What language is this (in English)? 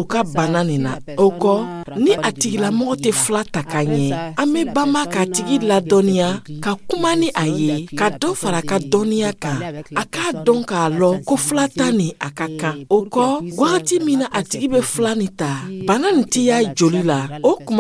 Dyula